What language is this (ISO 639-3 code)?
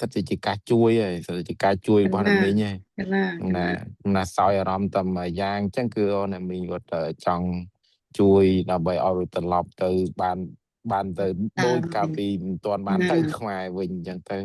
khm